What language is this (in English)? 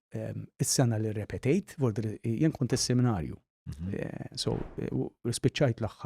Maltese